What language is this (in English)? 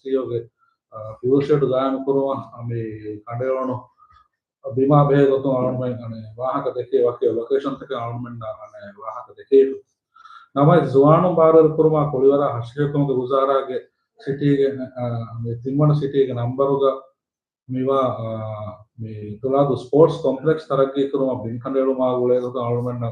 Divehi